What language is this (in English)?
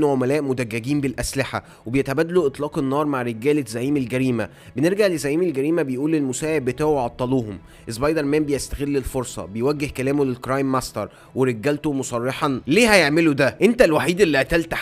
Egyptian Arabic